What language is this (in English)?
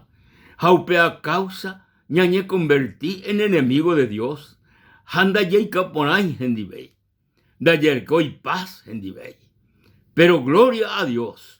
Guarani